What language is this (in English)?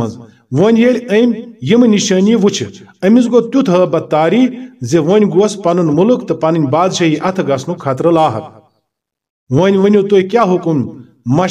Kashmiri